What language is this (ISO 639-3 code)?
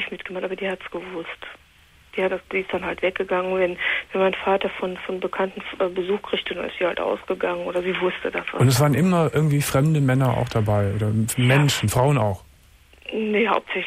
deu